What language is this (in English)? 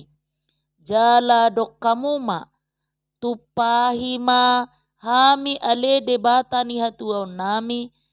Batak Toba